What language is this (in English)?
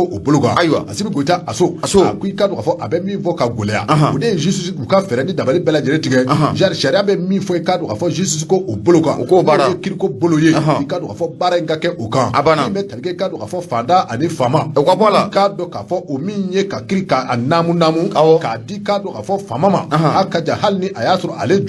Bambara